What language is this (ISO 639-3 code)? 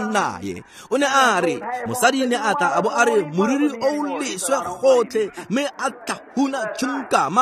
tsn